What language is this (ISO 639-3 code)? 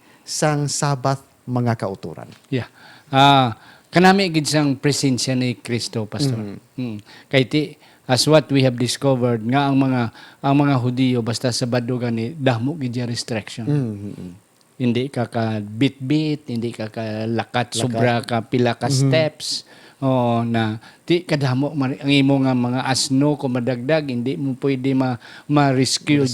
hil